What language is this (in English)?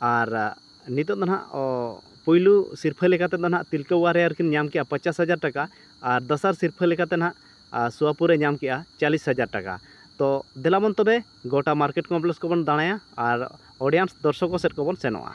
Santali